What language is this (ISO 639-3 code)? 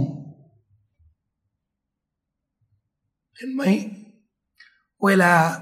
tha